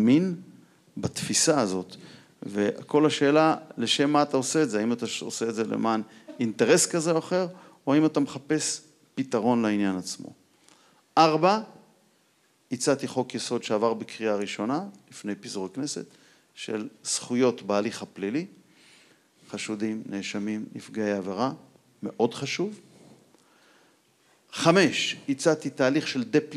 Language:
Hebrew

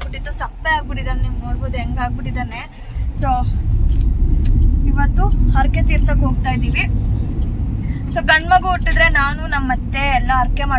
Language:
Kannada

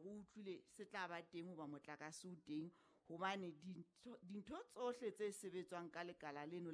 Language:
Southern Sotho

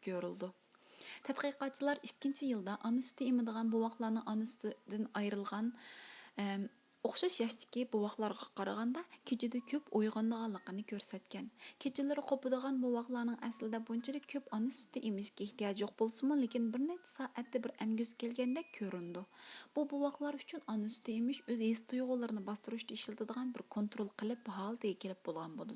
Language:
Uyghur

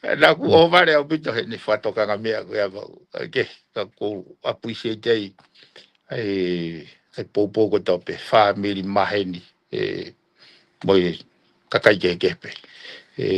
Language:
Tongan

